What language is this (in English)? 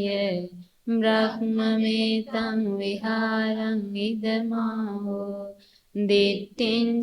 Sinhala